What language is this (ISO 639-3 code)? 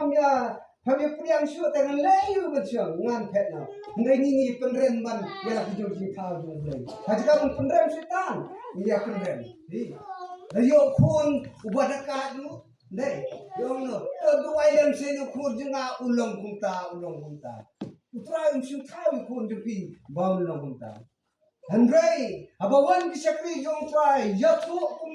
kha